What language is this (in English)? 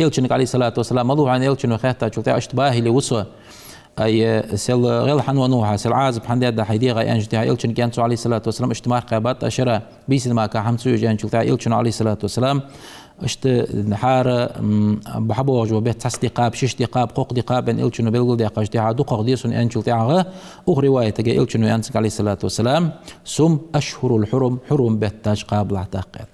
Ingush